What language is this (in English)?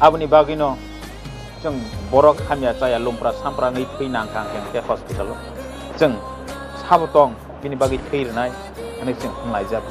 Kok Borok